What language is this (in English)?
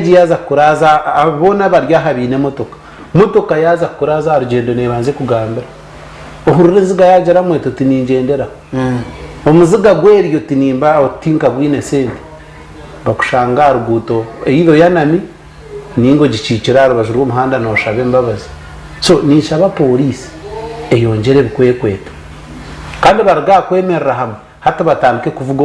Nyankole